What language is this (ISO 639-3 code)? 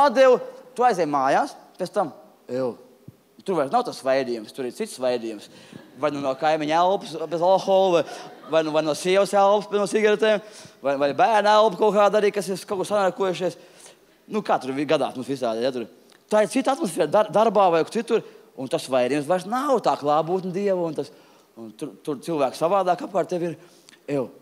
lav